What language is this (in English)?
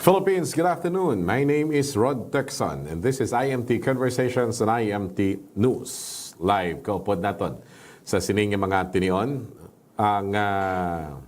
Hiligaynon